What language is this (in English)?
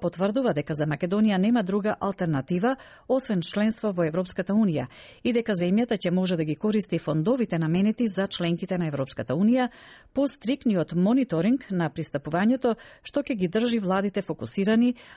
Macedonian